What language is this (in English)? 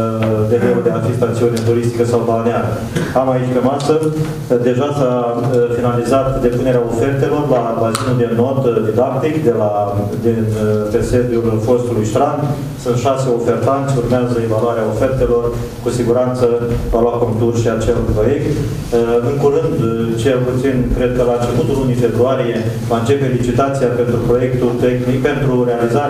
Romanian